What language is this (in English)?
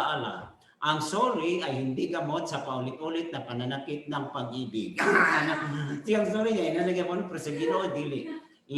Cebuano